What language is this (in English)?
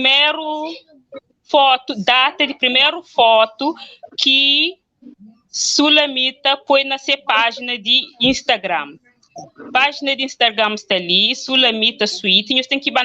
Kabuverdianu